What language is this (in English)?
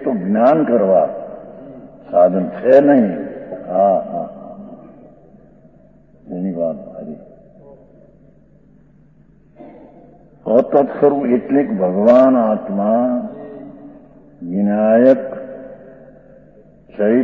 Gujarati